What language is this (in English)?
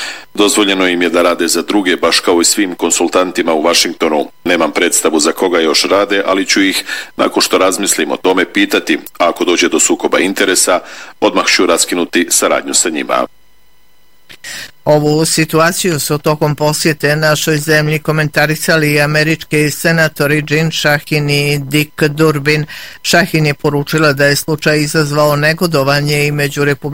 Bosnian